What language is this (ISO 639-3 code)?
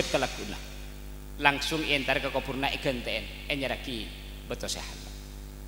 mad